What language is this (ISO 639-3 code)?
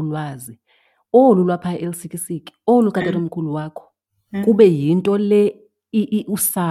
xho